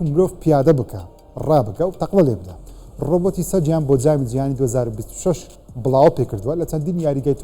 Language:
Central Kurdish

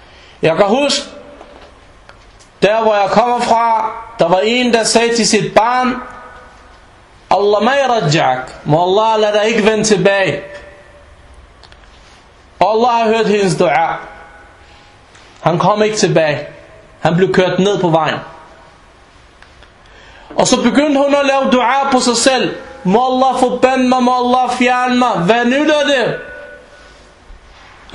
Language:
Danish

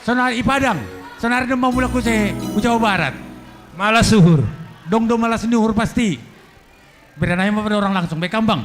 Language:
Batak Simalungun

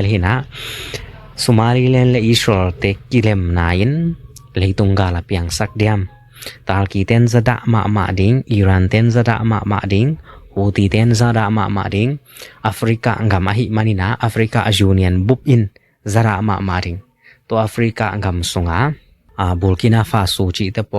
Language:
Tedim Chin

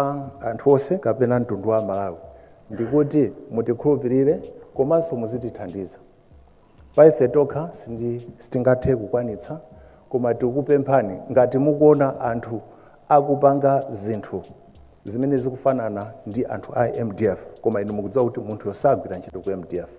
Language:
Nyanja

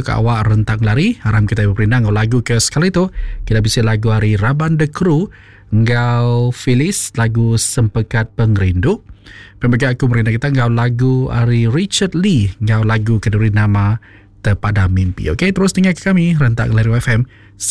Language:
Iban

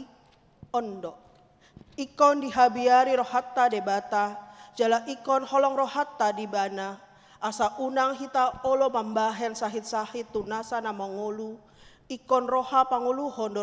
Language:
Batak Toba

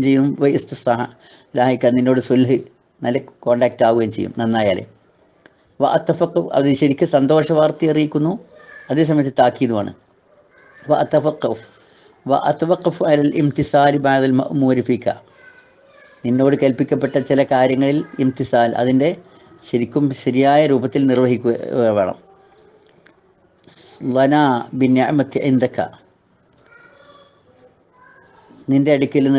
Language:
Malayalam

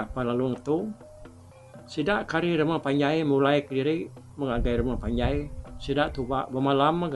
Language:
Iban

